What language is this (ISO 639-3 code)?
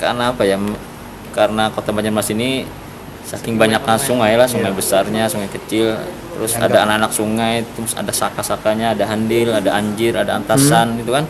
bjn